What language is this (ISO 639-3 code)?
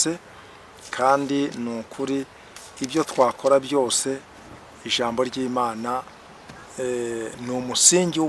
kin